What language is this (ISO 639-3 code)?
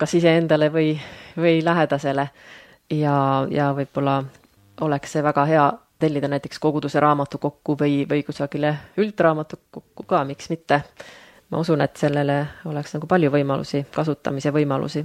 est